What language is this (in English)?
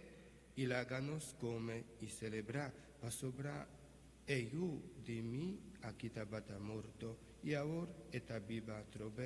Papiamento